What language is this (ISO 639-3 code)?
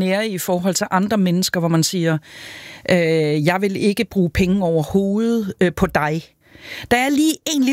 dan